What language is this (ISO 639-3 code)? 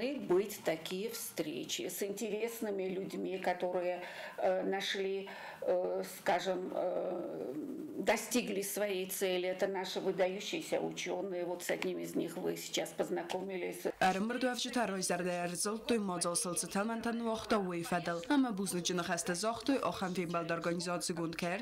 oss